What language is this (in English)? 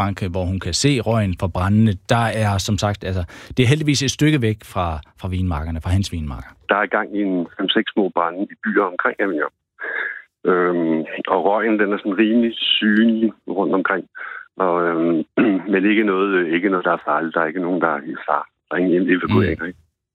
Danish